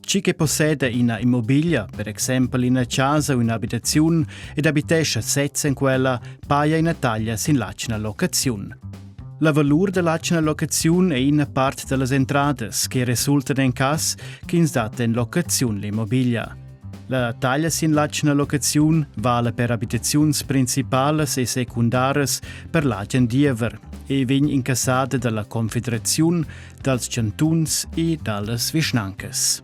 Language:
Romansh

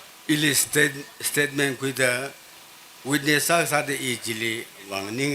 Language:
Tangkhul Naga (India)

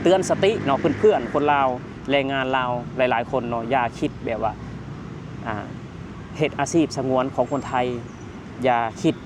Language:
Lao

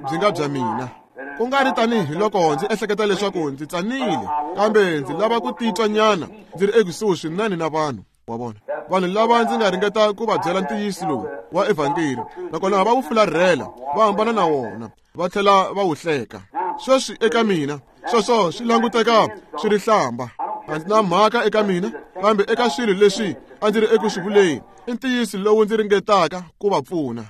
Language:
Tsonga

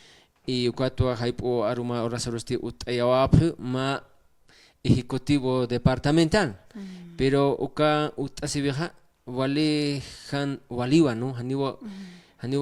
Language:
Aymara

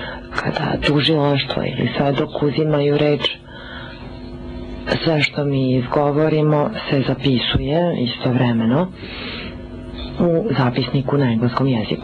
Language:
Serbian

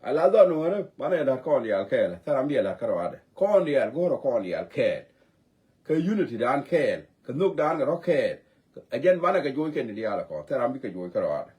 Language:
Nuer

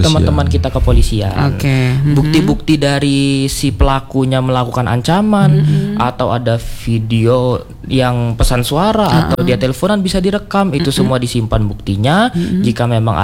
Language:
Indonesian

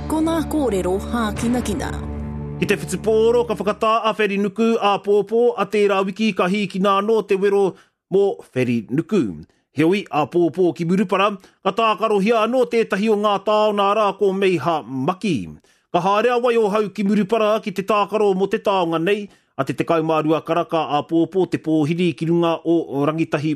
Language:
Māori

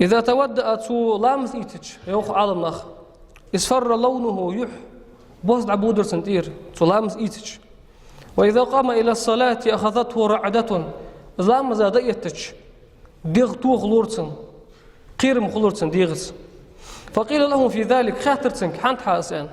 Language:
Ingush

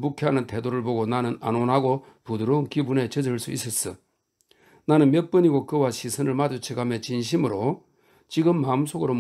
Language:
Korean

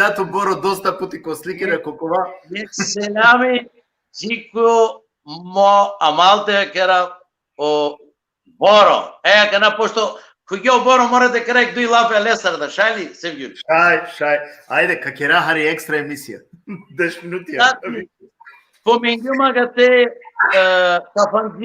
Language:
Balkan Romani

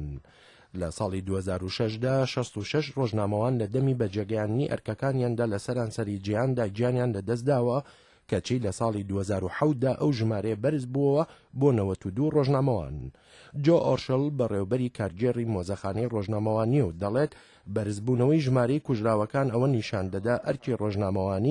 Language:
Central Kurdish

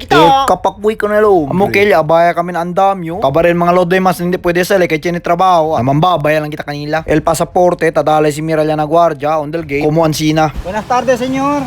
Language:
Chavacano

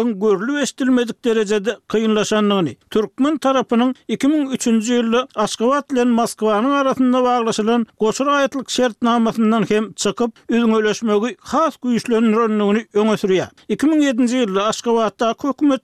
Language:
Turkmen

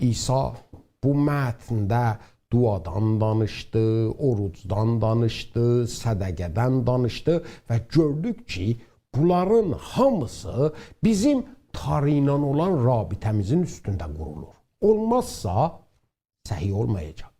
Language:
South Azerbaijani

